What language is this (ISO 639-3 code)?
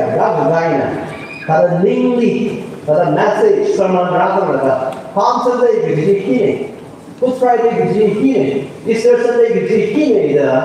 nmf